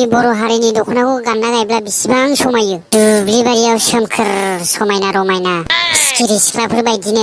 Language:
Bodo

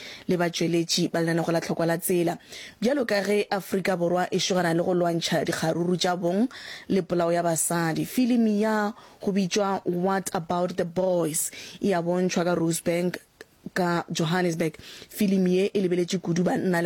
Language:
Northern Sotho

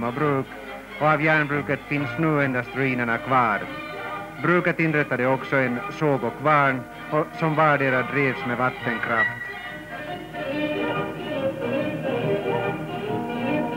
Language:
Swedish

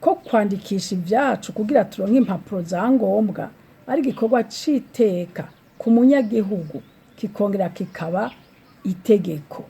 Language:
Rundi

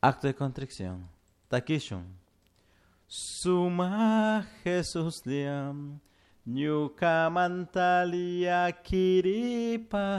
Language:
Chimborazo Highland Quichua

